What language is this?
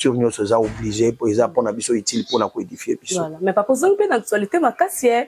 Lingala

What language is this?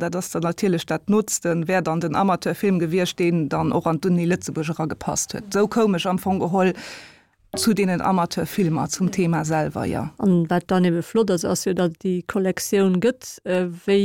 Luxembourgish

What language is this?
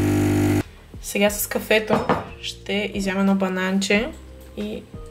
Bulgarian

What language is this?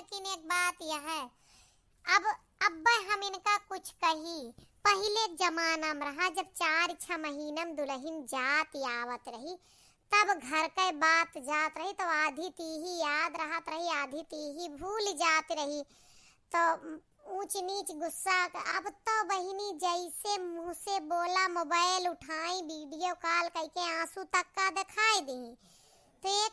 Awadhi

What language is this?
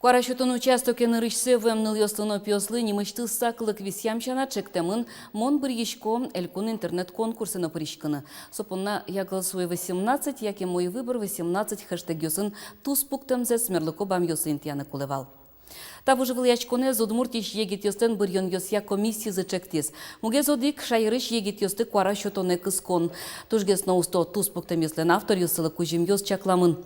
Udmurt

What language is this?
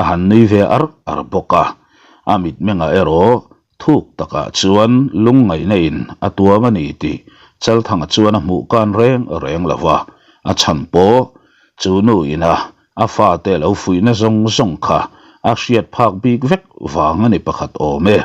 Mizo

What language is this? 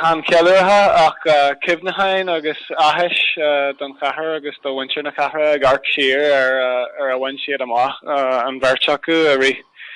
Irish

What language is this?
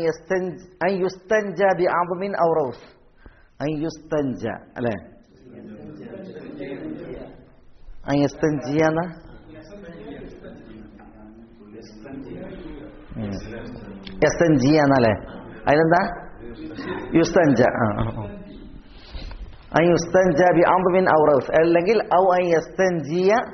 Malayalam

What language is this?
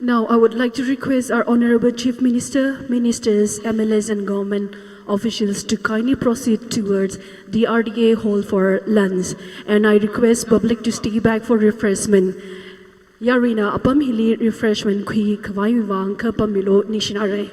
Tangkhul Naga (India)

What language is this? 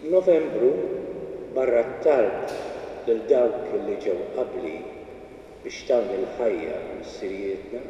Maltese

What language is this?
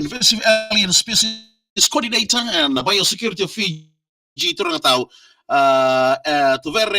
Fijian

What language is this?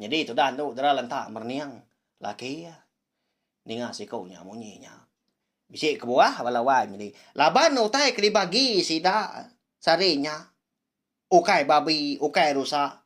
Iban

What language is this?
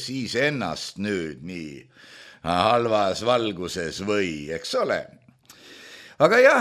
Estonian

